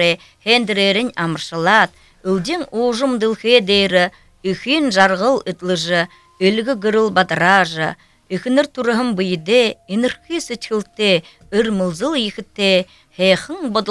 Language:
Buriat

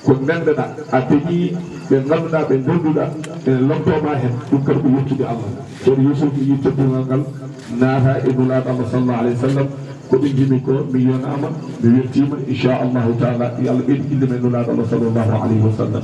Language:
Fula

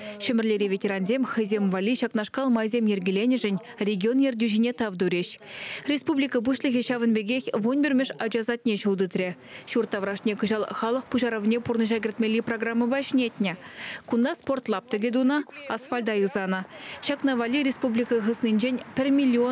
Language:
Chuvash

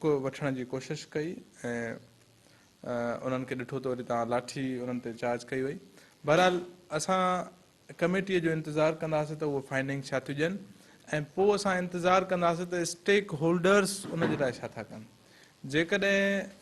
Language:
Sindhi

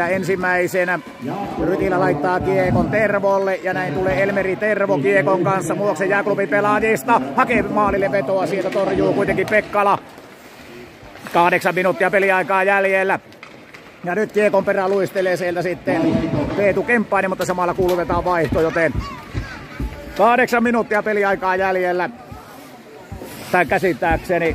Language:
Finnish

